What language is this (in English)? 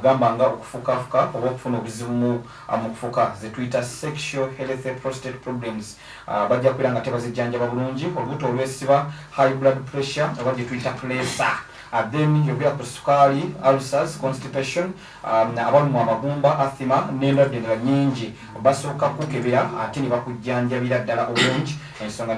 Ganda